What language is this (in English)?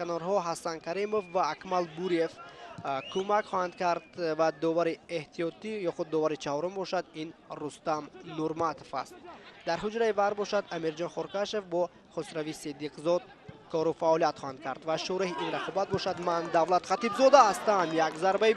Tajik